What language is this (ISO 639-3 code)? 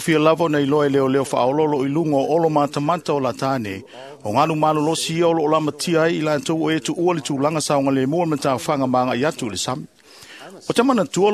smo